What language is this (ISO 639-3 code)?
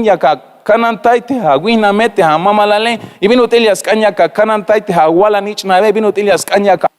tzh